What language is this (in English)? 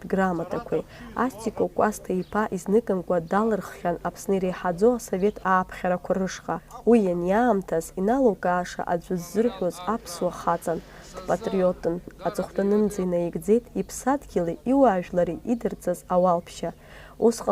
Abkhazian